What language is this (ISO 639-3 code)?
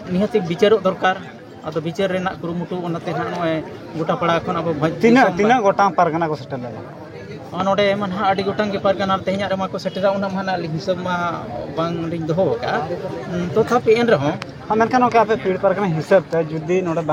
sat